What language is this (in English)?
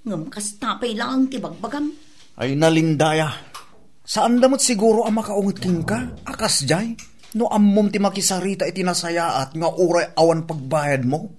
Iloko